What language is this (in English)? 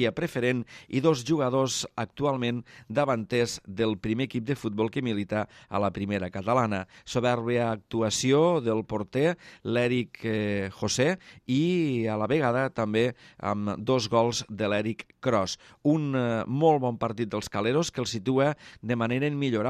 Catalan